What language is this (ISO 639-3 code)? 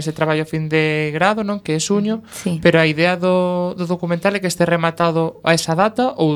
glg